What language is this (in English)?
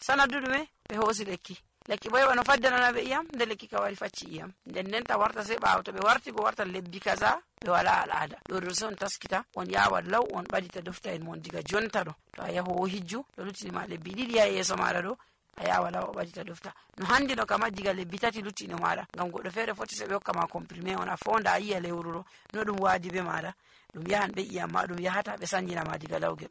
Nigerian Fulfulde